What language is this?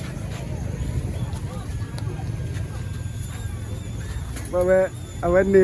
S'gaw Karen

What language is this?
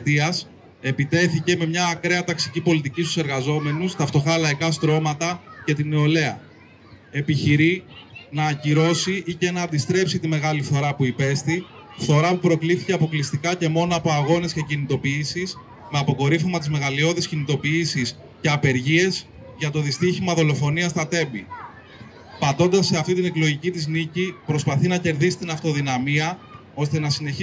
Greek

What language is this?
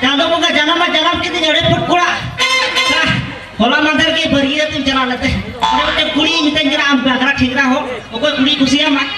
Santali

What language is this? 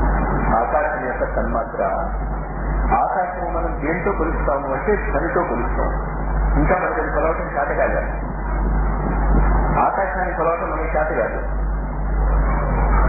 Telugu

